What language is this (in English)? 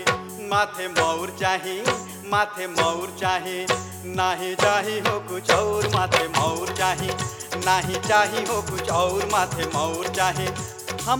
Bhojpuri